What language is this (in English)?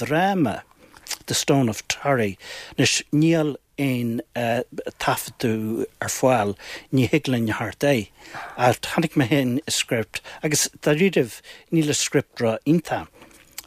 Irish